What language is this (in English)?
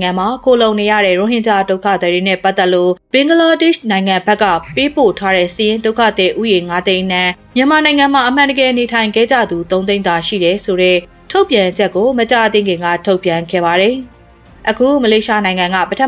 Burmese